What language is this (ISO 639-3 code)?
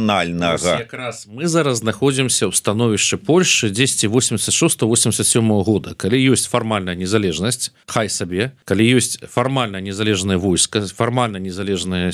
bel